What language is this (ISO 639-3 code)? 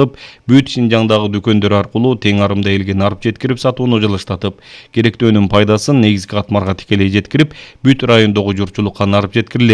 kir